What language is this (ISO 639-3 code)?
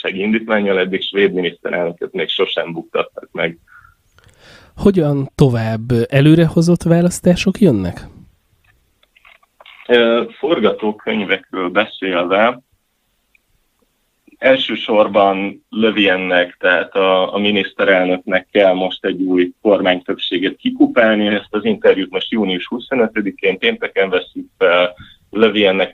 hun